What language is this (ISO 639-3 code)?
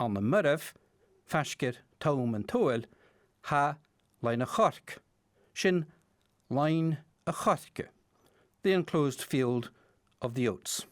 gla